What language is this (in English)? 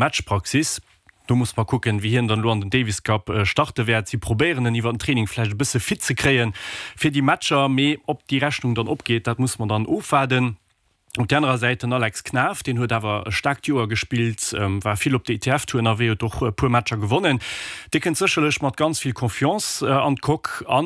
Luxembourgish